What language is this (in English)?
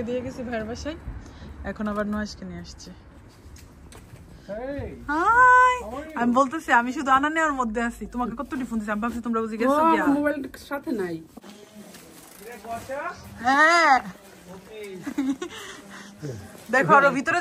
Bangla